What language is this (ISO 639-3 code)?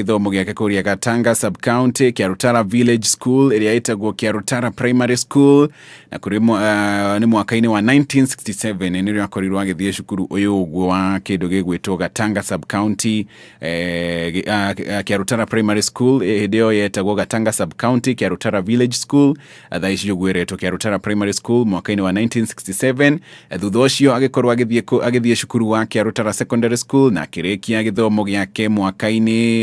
kik